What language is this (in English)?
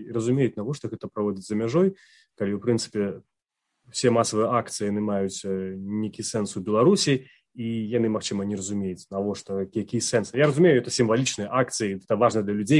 Belarusian